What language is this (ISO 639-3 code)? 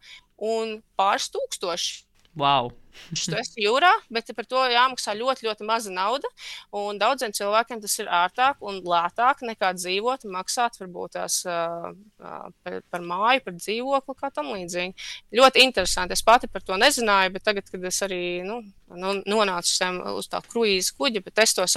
lav